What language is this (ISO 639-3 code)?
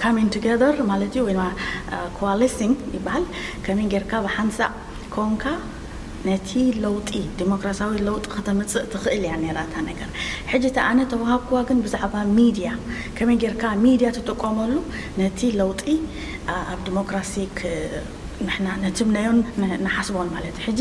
tir